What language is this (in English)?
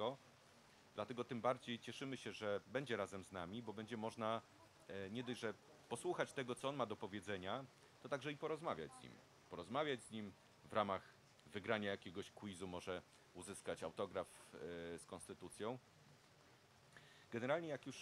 Polish